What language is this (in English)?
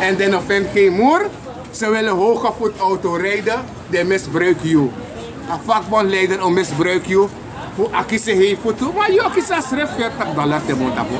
Sranan Tongo